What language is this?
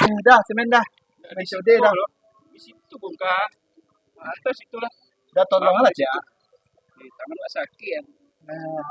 Minangkabau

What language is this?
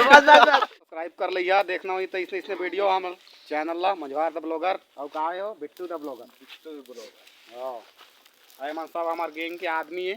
Chhattisgarhi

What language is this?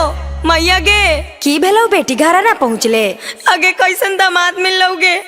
Magahi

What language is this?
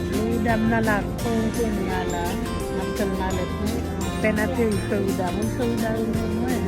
Haitian Creole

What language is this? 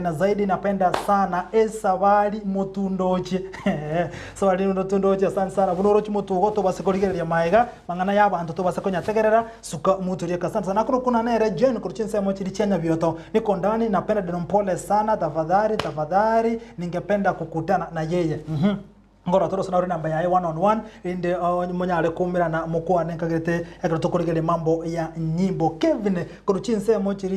Gusii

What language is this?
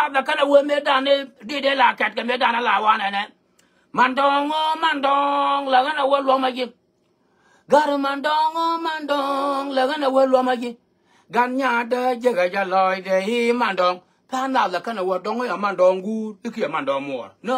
Nuer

